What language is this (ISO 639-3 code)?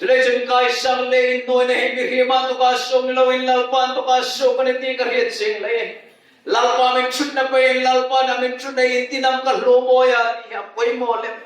hmr